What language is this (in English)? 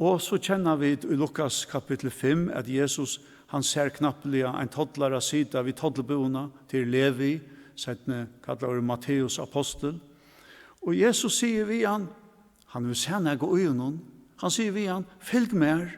Faroese